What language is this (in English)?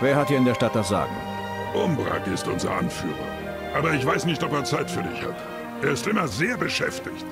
Bavarian